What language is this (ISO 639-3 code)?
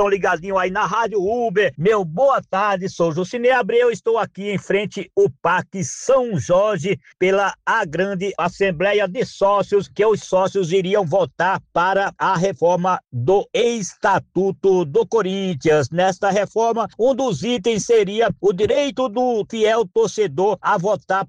por